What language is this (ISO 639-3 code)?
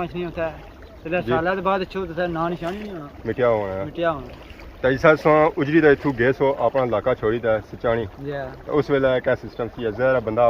phr